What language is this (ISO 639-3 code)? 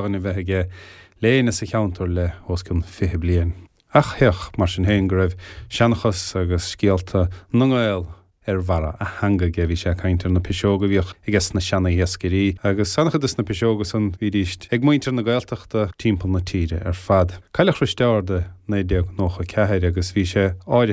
gle